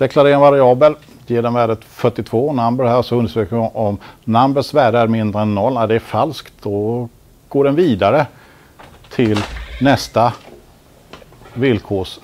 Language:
Swedish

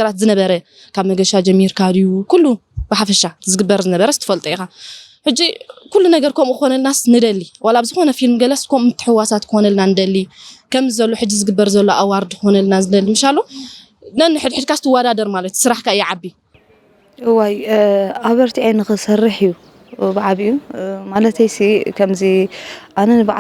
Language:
Tigrinya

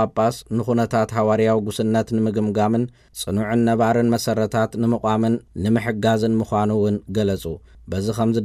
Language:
Tigrinya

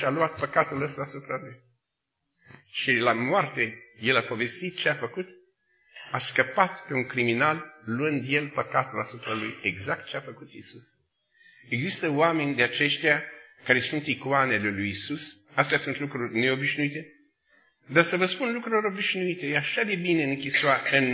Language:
Romanian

